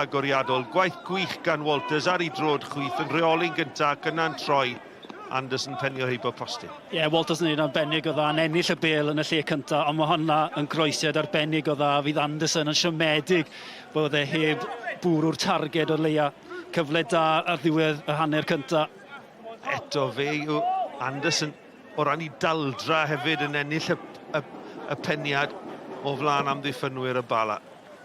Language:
Welsh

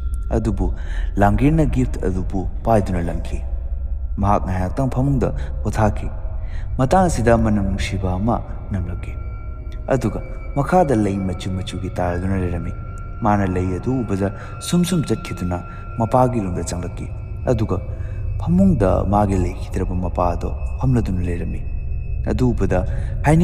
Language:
Manipuri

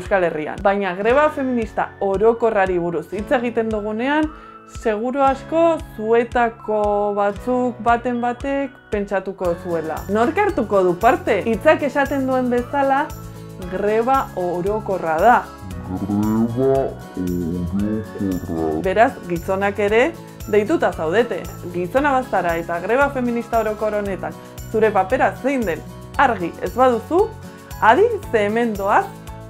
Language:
Basque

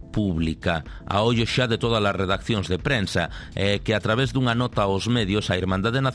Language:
Galician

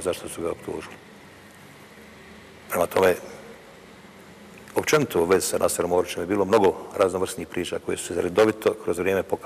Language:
Bosnian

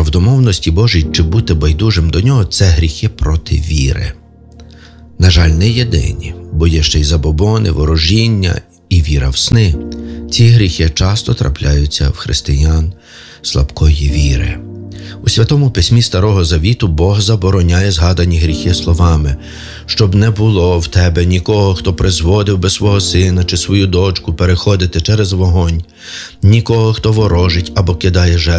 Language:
Ukrainian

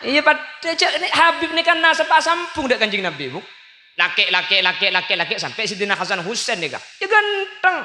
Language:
Madurese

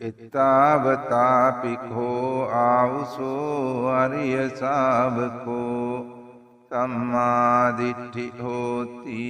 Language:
Sinhala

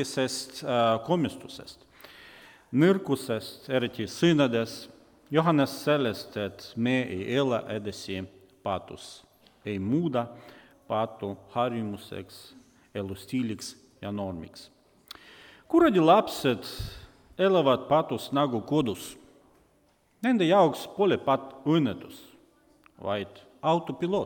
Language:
Estonian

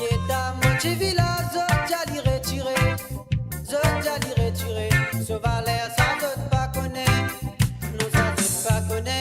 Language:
Morisyen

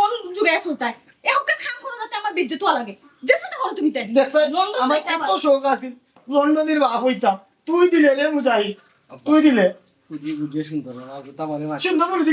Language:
Sylheti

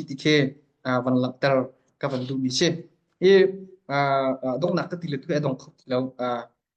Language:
Hakha Chin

